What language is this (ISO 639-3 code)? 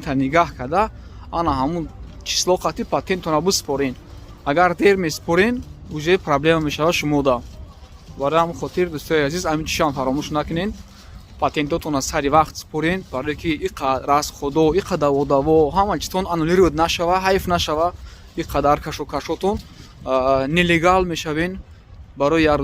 tgk